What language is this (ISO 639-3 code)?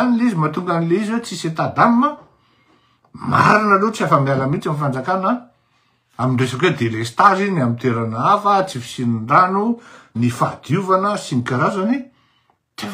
mlg